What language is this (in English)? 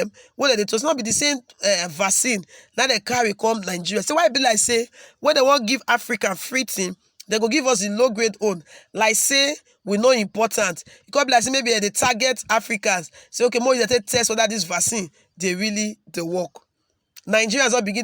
Nigerian Pidgin